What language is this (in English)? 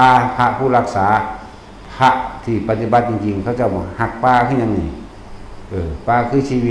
Northeastern Thai